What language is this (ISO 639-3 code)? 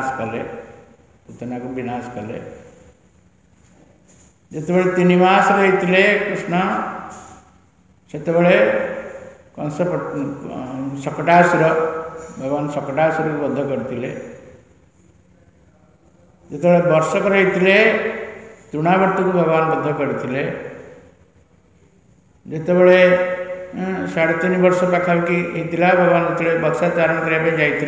ori